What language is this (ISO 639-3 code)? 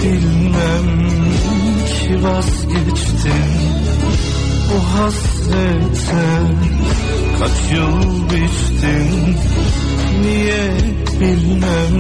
tur